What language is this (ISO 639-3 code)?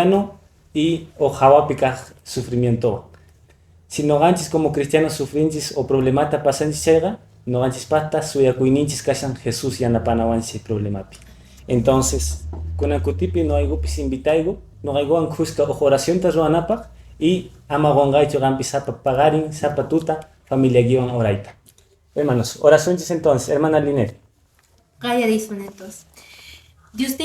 que